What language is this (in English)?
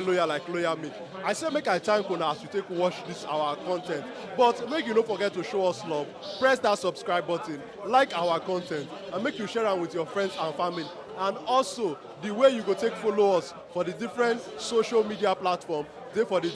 Nigerian Pidgin